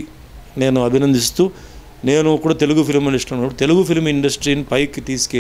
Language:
Telugu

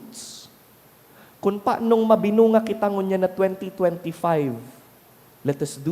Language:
Bikol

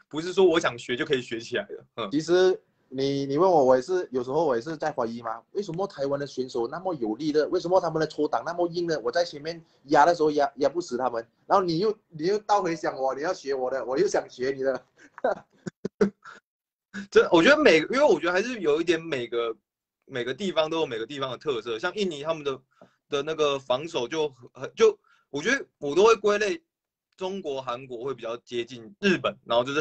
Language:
Chinese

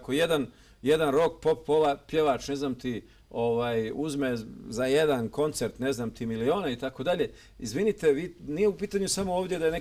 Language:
Bosnian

